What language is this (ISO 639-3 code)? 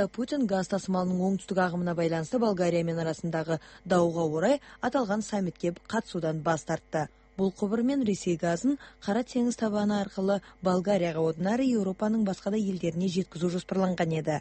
kaz